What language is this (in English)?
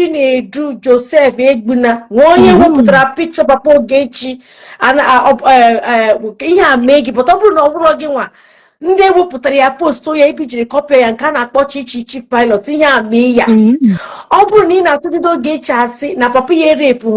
Igbo